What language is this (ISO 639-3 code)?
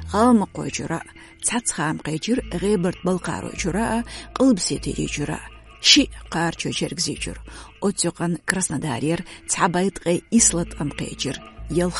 che